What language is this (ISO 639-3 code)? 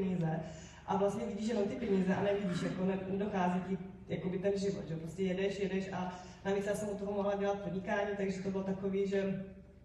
ces